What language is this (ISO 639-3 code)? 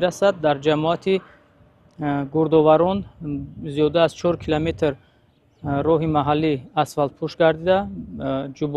tgk